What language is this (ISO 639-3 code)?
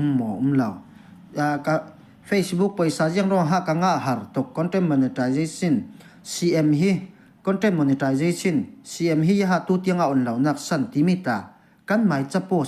cfm